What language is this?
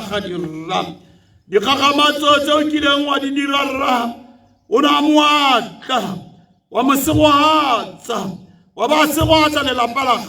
Tswana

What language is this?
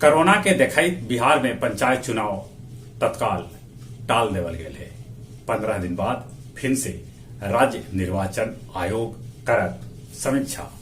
Magahi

